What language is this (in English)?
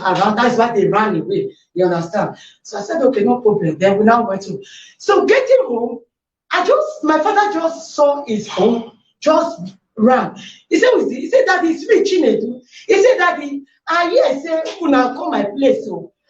Nigerian Pidgin